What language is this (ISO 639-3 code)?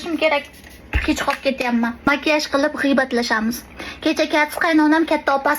uzb